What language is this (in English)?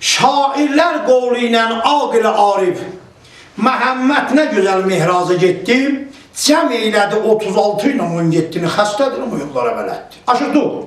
South Azerbaijani